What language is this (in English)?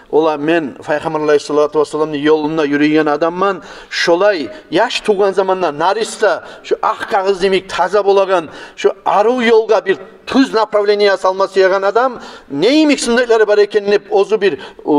Kumyk